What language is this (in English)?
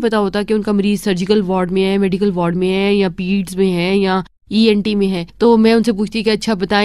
Urdu